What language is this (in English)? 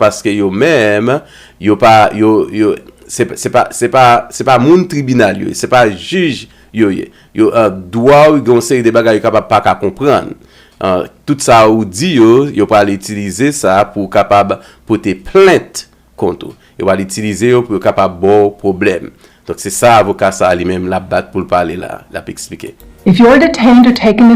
Haitian Creole